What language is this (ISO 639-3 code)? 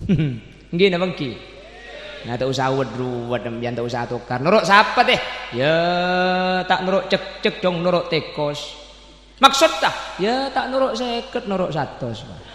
mad